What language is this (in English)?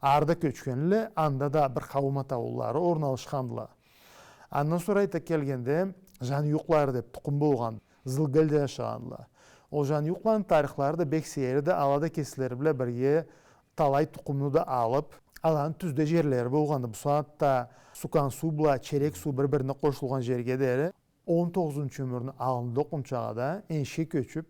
Karachay-Balkar